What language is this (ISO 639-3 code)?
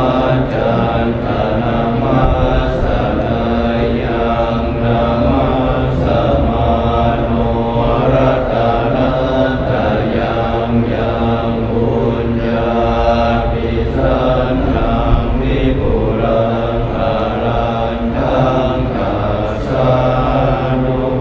pli